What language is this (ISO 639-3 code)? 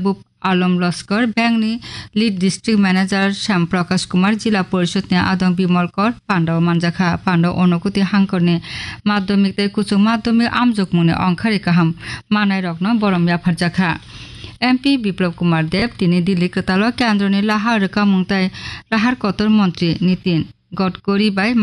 ben